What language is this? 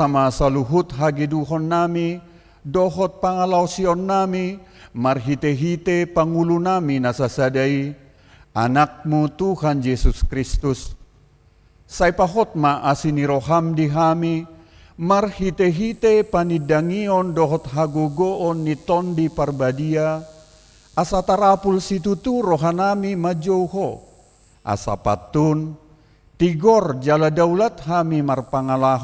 Batak Toba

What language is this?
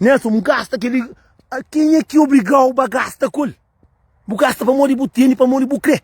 Kabuverdianu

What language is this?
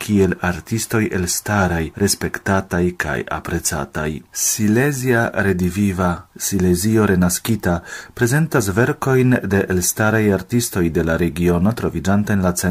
Esperanto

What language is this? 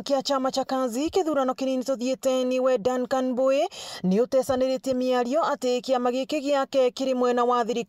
Meru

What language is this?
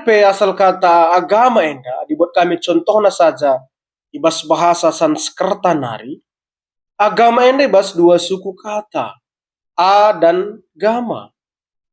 Batak Karo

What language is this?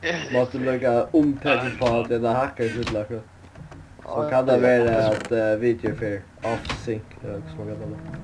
Faroese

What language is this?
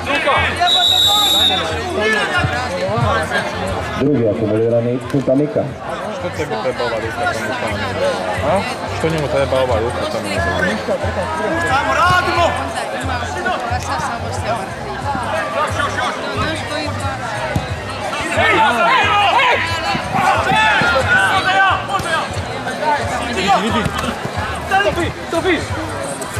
Croatian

